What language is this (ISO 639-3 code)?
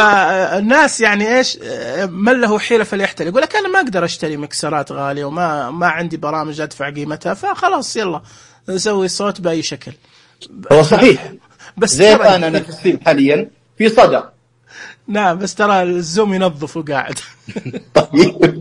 ars